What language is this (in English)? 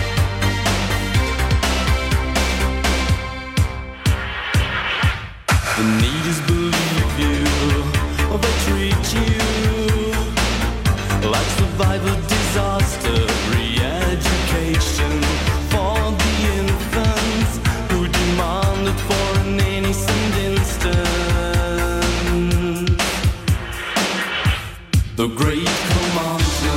German